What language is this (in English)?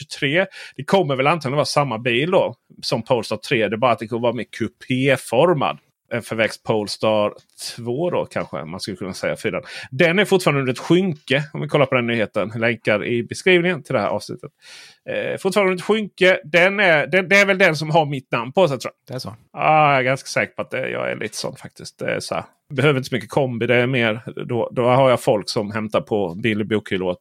Swedish